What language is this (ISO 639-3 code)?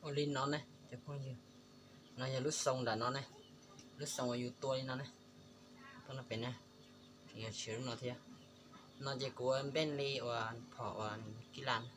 hmn